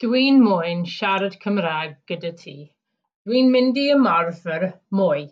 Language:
Welsh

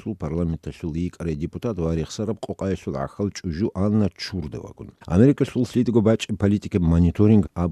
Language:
Avaric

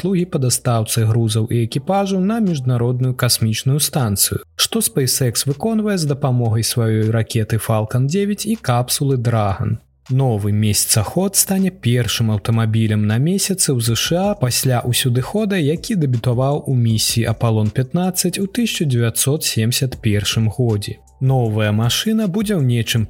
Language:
Belarusian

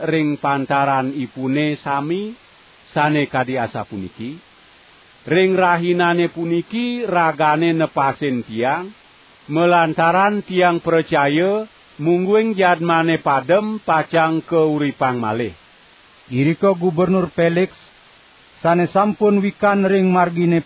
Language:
Balinese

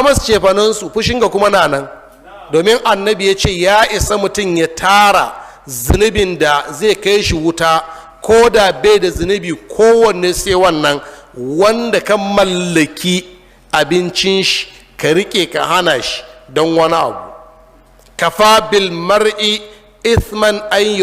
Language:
Hausa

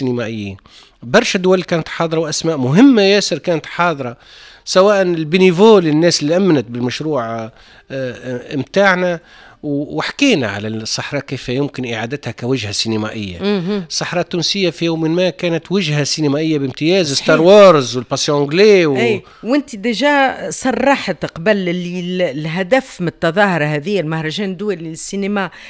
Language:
Tunisian Arabic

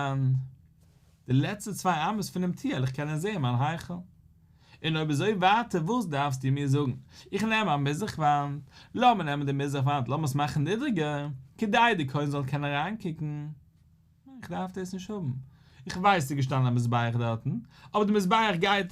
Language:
Yiddish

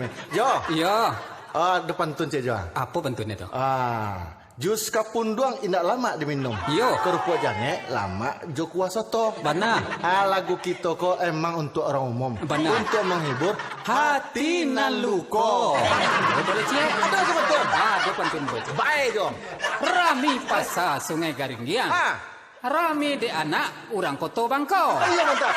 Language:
Minangkabau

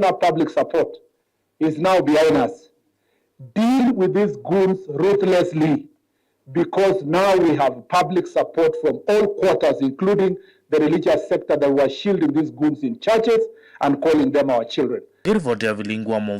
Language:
Kamba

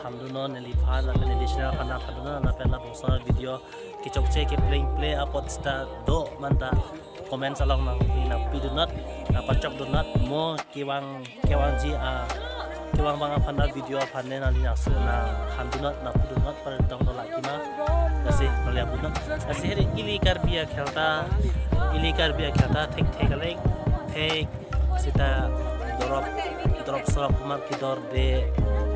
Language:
Karbi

